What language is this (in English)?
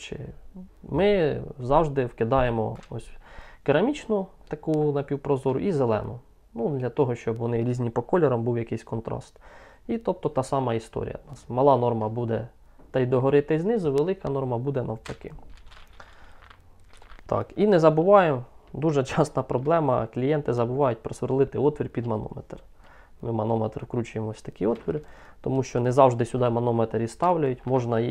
Ukrainian